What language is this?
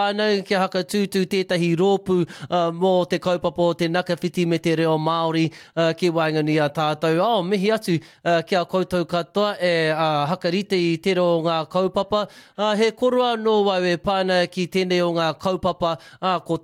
Māori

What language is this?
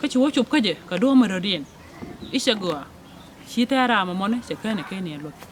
Nuer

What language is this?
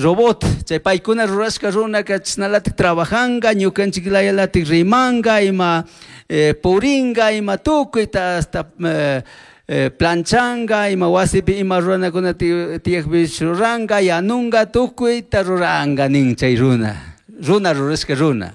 Chimborazo Highland Quichua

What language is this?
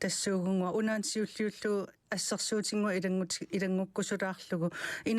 Kalaallisut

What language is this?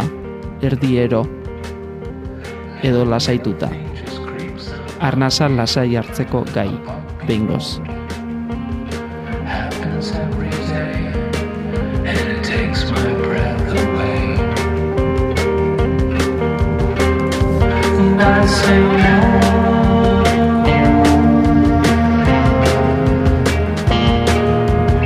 Basque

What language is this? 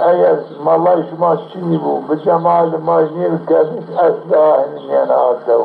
Zaza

